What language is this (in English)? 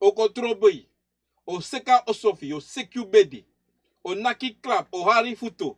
Sranan Tongo